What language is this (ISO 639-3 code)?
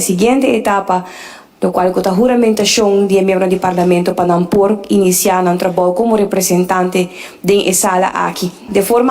pap